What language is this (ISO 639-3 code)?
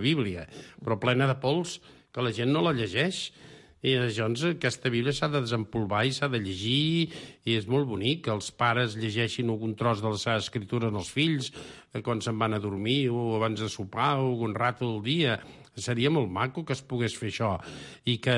cat